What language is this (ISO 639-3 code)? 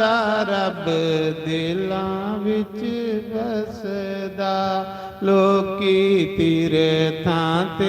doi